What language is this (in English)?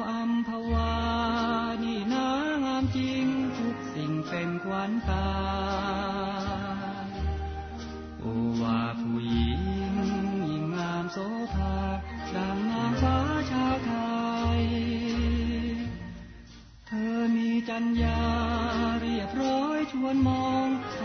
Thai